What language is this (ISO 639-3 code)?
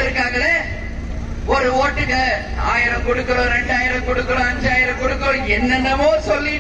tam